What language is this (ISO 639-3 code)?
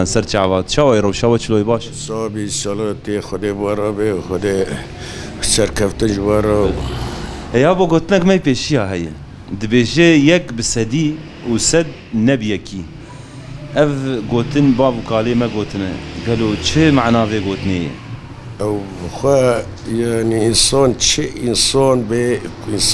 kur